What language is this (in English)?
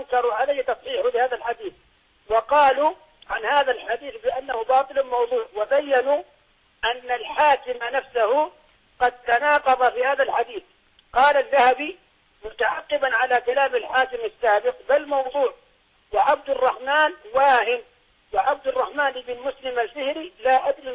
Arabic